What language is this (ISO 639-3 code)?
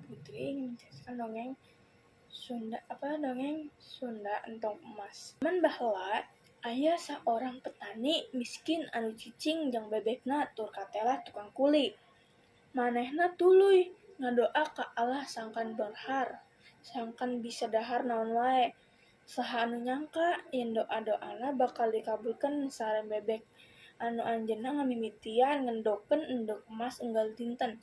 sun